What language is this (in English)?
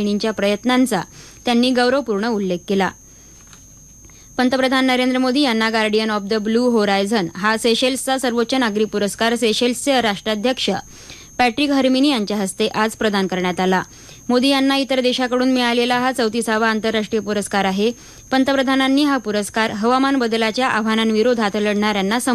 Marathi